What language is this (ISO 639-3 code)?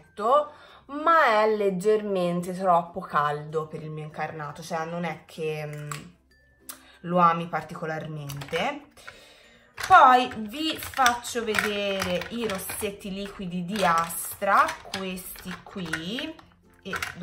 ita